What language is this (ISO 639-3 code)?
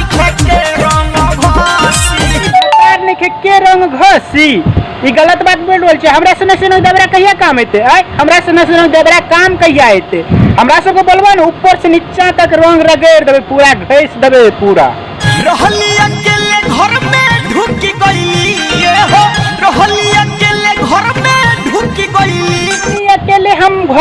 mai